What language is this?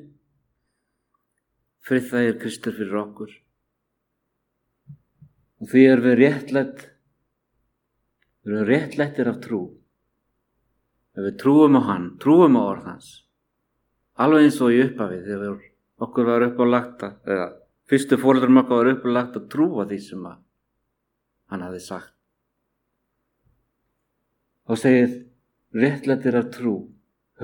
Icelandic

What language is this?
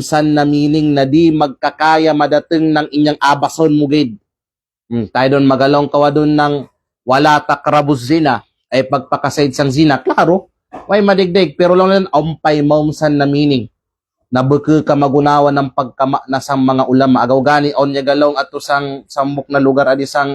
Kalagan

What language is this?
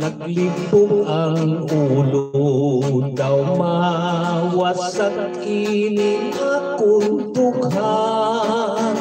Hiligaynon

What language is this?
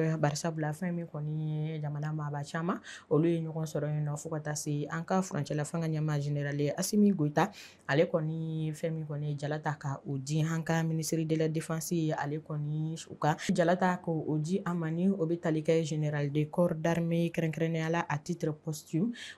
Bambara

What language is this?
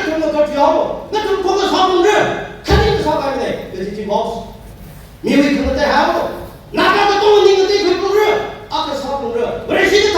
Tangkhul Naga (India)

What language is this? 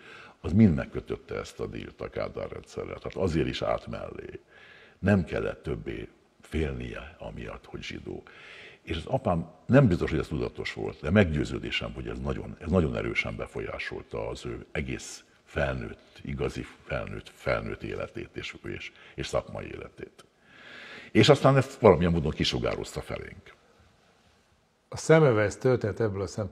Hungarian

